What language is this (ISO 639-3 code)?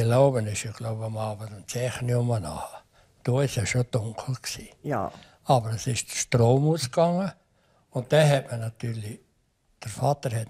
roh